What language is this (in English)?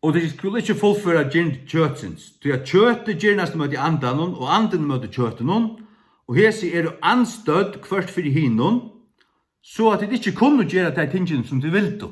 Faroese